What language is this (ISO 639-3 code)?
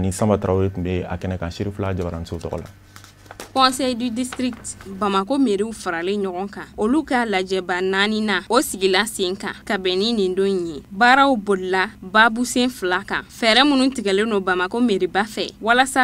bam